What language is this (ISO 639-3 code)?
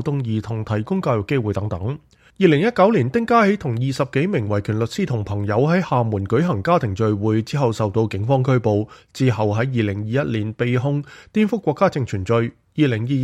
yue